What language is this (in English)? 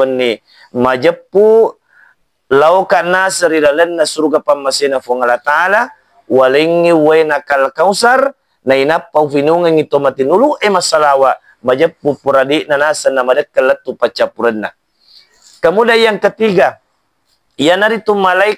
Buginese